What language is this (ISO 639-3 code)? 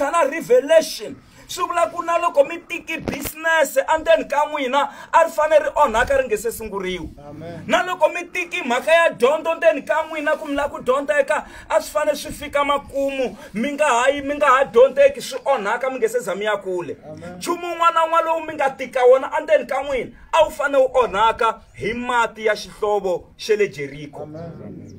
tso